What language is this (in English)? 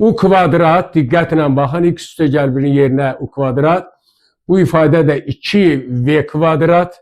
Azerbaijani